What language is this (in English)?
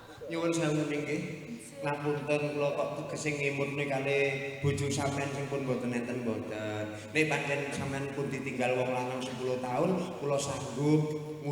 Javanese